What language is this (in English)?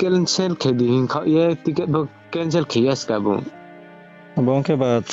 Riang (India)